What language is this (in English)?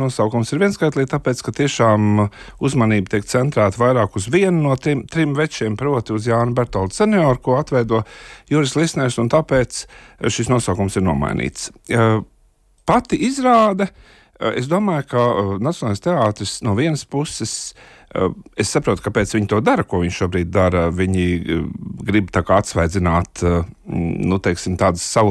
Latvian